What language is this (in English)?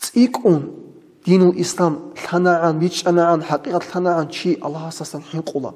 Avaric